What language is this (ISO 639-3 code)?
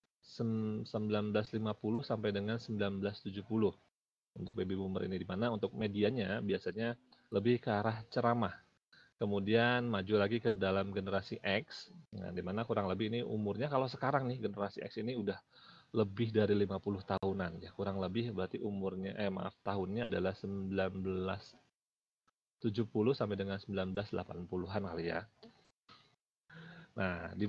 ind